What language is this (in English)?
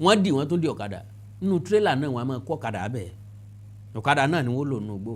Yoruba